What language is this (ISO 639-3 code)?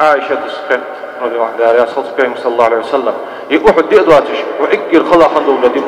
inh